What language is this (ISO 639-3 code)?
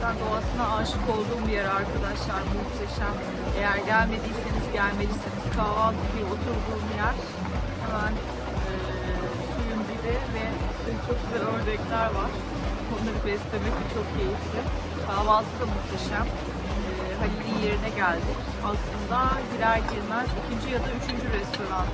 tur